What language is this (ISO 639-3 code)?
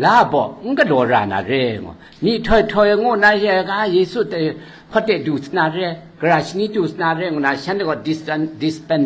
kac